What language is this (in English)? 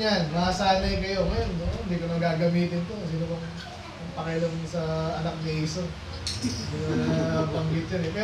Filipino